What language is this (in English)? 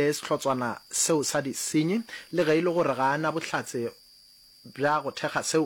Northern Sotho